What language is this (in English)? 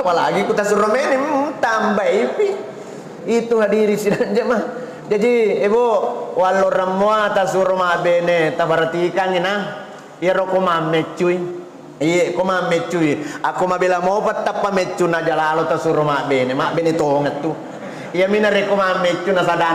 Buginese